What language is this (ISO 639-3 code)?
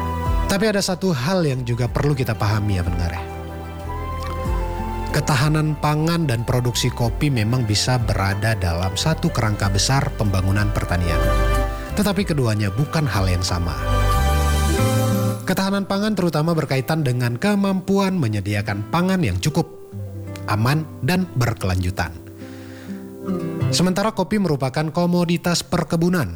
ind